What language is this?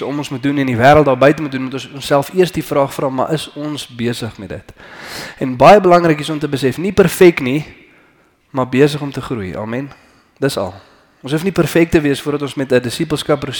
Afrikaans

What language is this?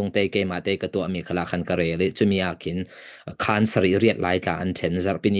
Falam Chin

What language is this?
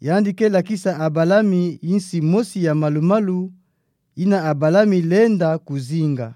Kituba (Democratic Republic of Congo)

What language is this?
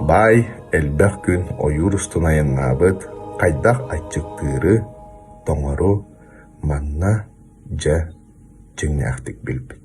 Yakut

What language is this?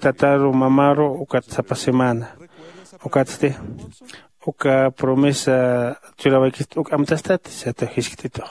Aymara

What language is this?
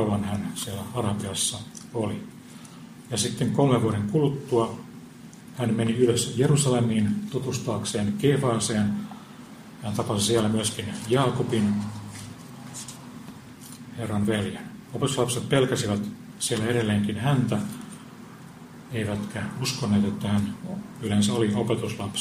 Finnish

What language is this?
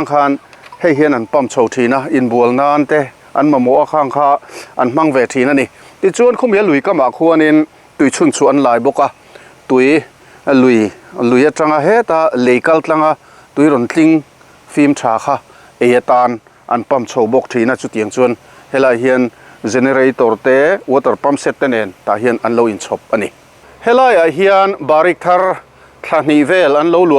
Mizo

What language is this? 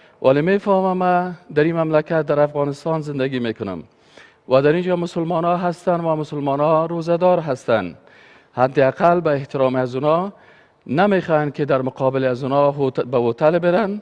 Persian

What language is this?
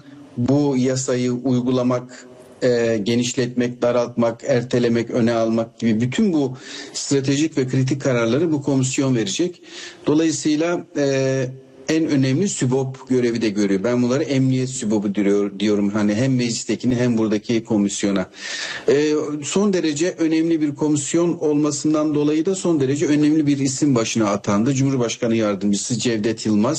Turkish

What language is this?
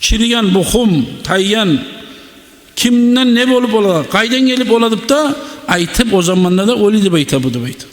Kumyk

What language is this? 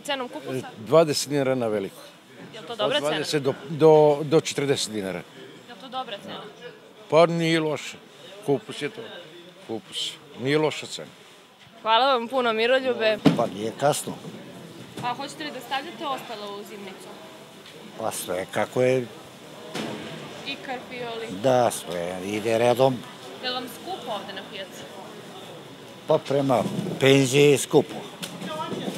Serbian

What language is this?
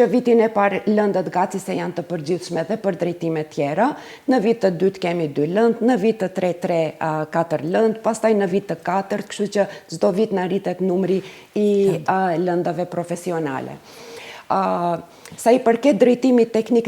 Albanian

